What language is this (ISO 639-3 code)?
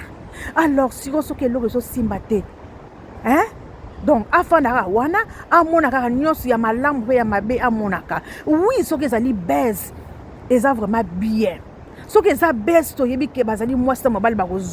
lin